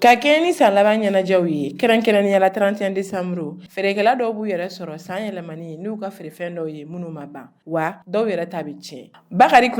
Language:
Bambara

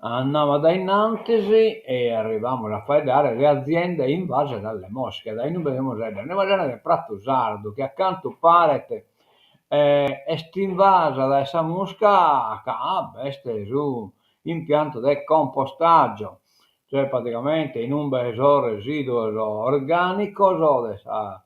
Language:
Sardinian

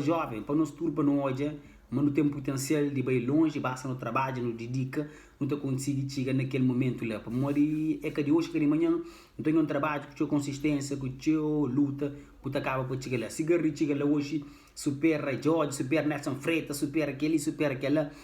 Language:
Kabuverdianu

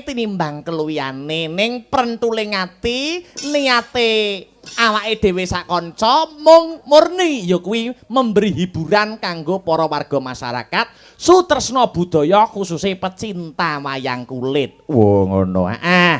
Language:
Javanese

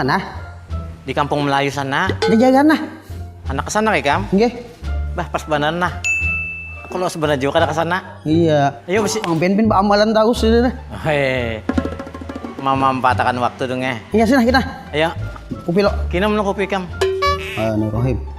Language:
Banjar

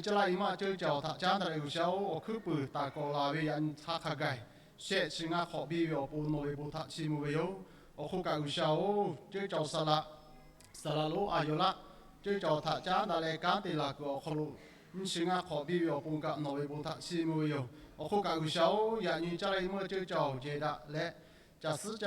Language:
Lahu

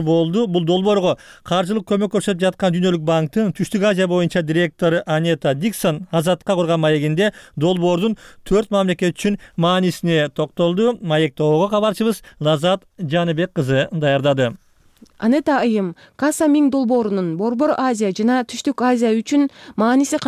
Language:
Kyrgyz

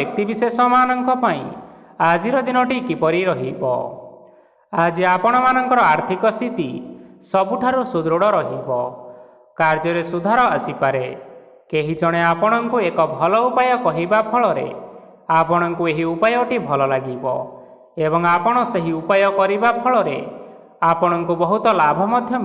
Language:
Odia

